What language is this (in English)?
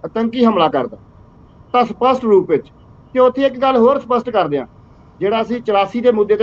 Punjabi